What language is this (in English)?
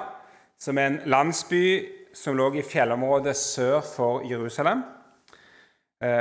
Norwegian